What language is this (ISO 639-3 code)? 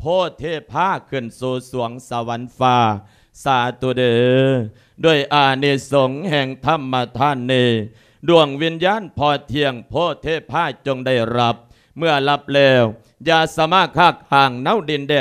lao